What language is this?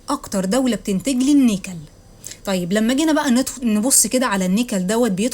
Egyptian Arabic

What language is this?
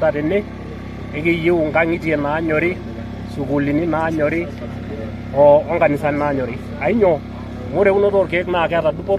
Masai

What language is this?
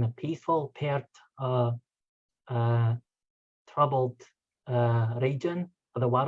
Scots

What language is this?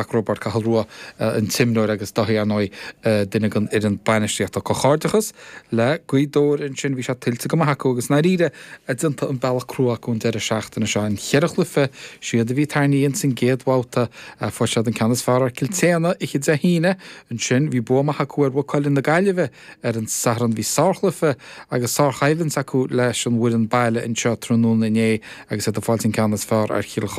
Irish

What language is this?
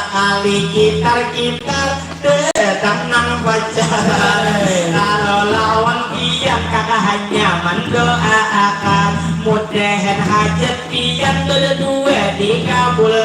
Banjar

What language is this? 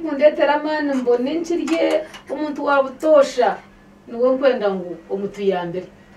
Nyankole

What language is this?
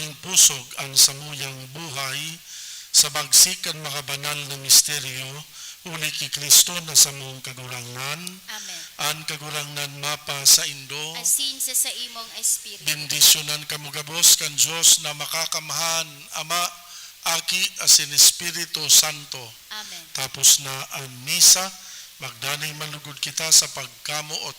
Bikol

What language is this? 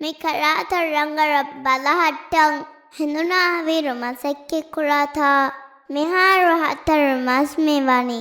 Divehi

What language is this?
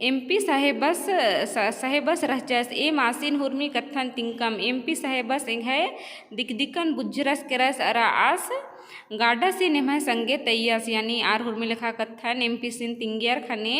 Kurukh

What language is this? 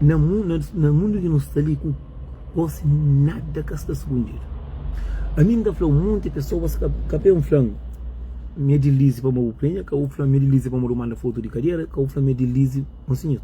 Kabuverdianu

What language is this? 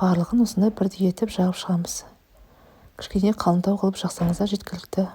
Kazakh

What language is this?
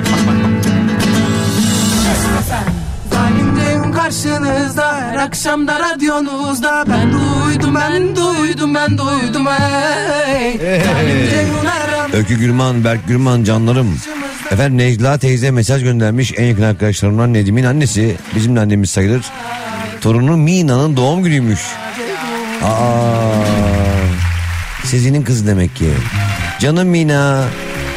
Turkish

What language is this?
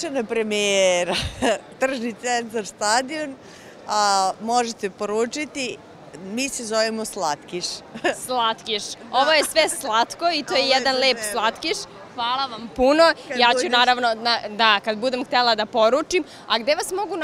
Serbian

